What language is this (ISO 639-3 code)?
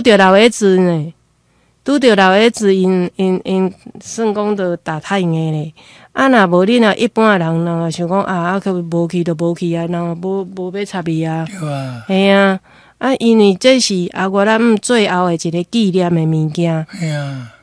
nan